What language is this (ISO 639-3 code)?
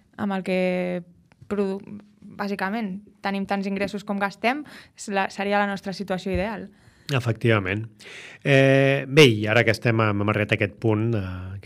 cat